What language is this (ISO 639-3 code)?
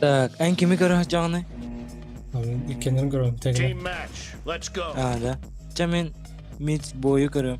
sah